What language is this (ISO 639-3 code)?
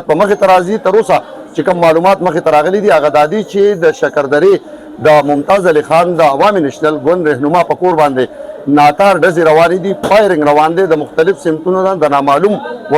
pus